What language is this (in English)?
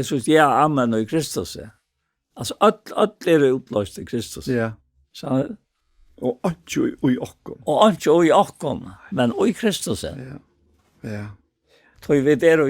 Faroese